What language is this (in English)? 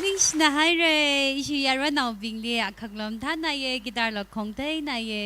Tangkhul Naga (India)